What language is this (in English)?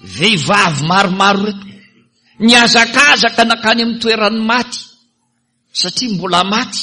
Malagasy